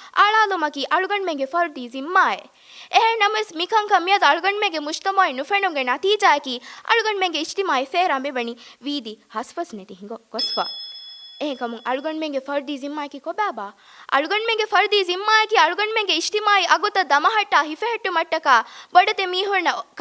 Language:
Divehi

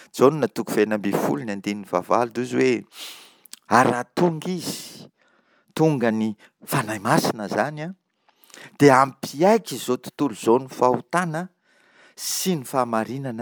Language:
Malagasy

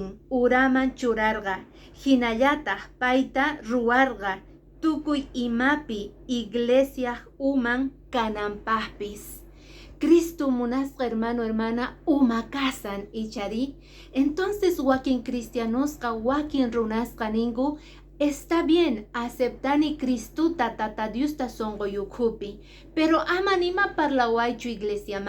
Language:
Quechua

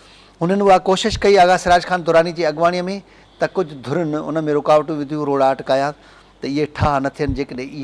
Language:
Sindhi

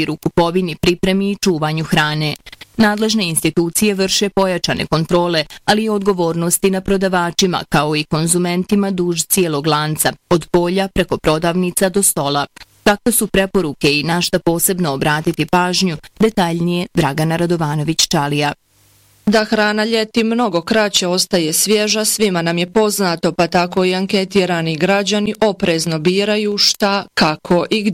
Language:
Bosnian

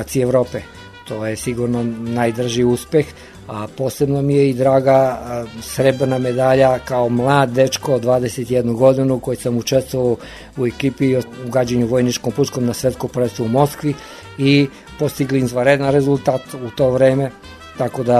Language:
Serbian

